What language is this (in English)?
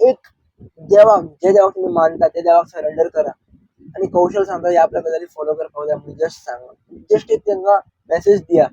Konkani